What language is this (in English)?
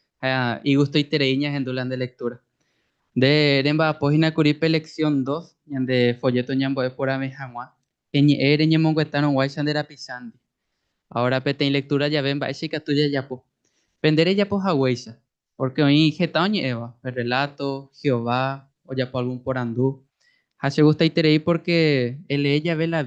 Guarani